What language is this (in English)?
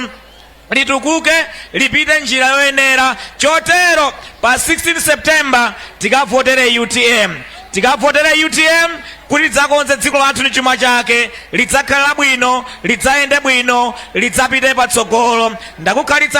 Nyanja